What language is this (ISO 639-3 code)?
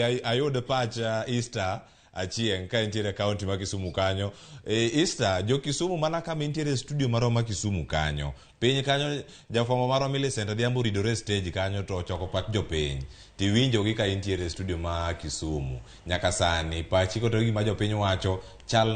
luo